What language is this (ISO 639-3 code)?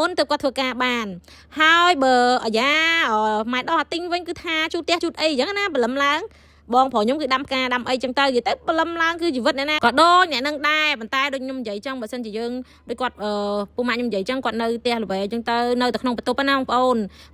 khm